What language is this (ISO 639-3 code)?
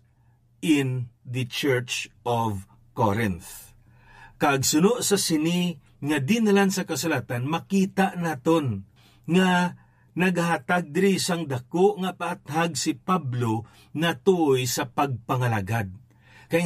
hil